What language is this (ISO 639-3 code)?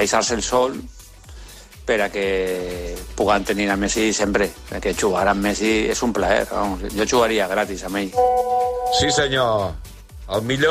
cat